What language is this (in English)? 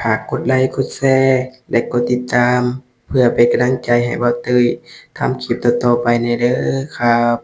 Northeastern Thai